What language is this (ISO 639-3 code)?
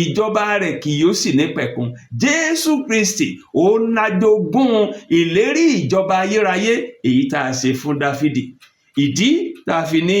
yor